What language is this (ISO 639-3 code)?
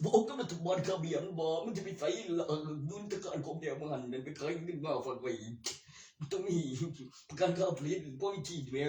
tts